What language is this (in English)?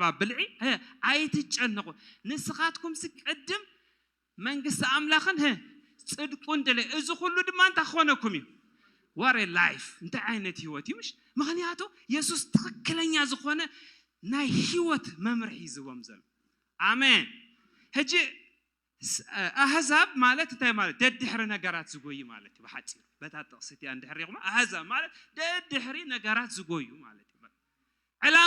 Tigrinya